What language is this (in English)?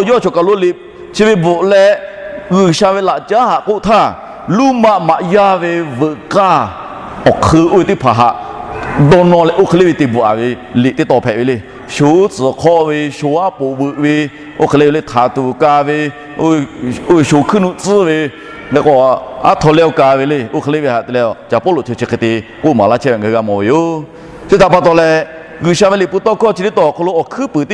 Lahu